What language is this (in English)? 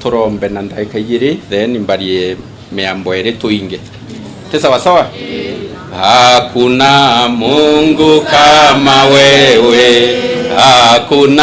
Meru